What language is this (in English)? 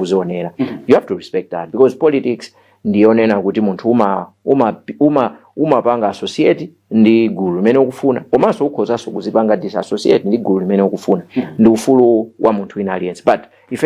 Nyanja